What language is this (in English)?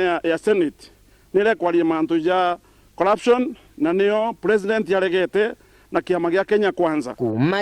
Meru